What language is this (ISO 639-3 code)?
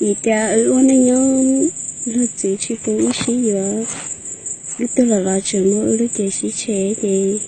hmn